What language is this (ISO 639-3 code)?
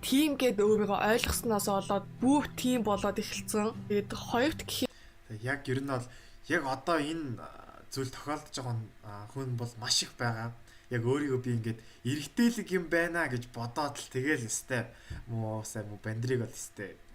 mon